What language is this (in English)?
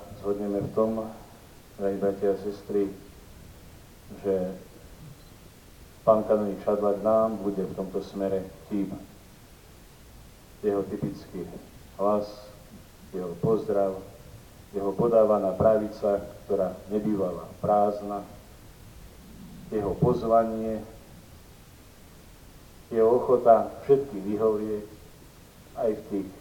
Slovak